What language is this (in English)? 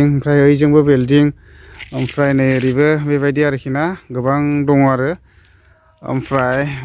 Bodo